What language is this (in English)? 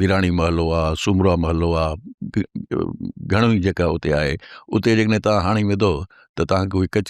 Sindhi